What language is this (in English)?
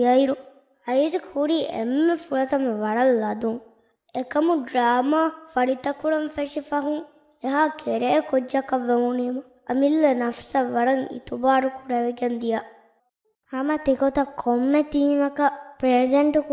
Divehi